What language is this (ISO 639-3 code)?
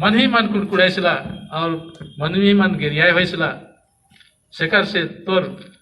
sck